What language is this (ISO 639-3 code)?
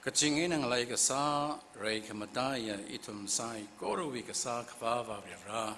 nmf